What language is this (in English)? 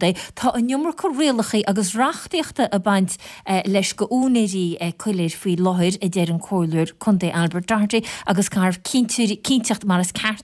Irish